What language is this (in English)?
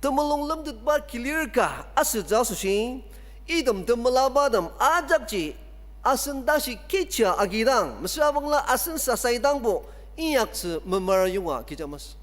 Ao Naga